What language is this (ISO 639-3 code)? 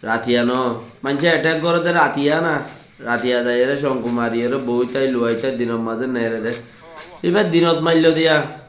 rhg